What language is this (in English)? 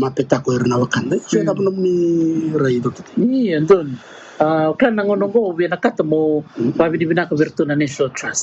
Fijian